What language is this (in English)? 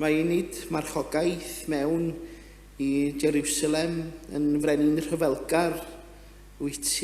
Welsh